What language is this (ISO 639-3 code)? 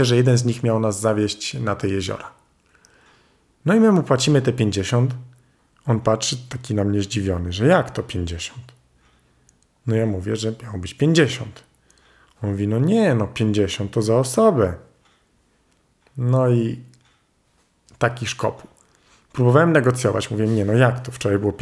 pol